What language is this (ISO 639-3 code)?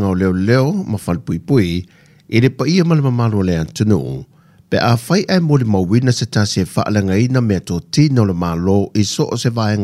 smo